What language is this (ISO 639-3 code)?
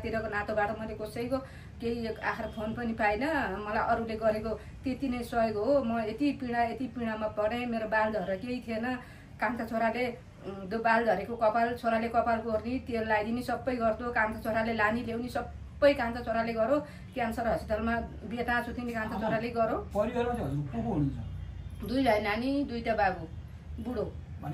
nep